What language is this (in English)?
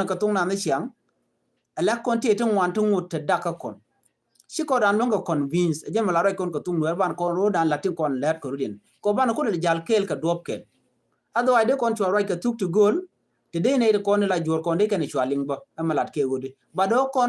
Nuer